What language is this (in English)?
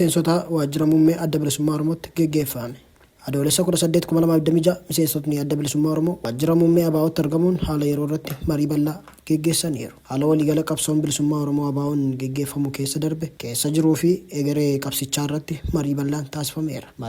Oromo